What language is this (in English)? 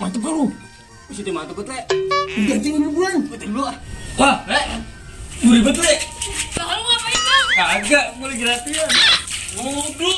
Betawi